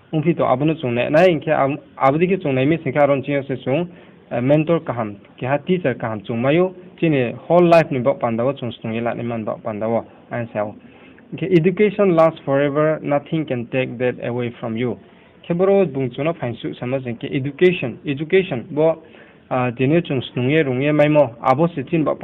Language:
Riang (India)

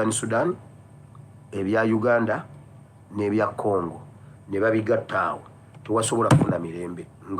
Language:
Ganda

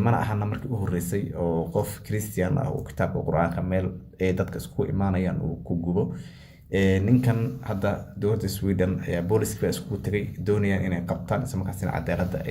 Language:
Somali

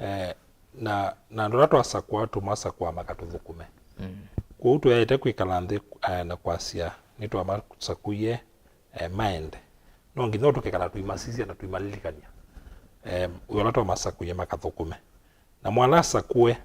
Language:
Kamba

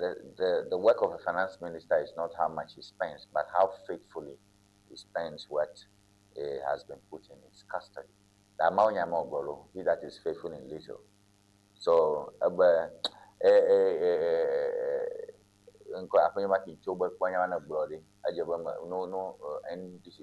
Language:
Ewe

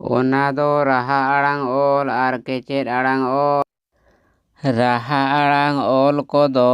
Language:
Santali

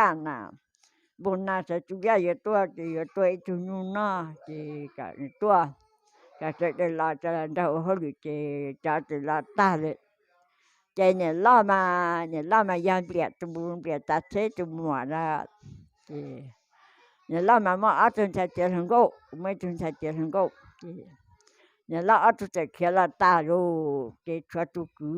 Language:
Hmong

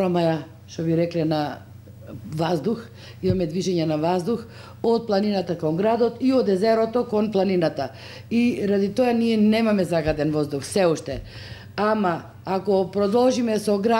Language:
Macedonian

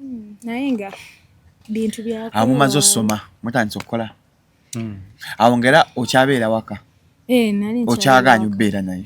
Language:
Ganda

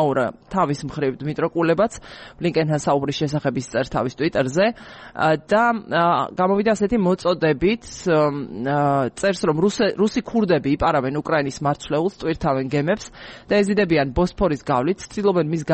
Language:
Georgian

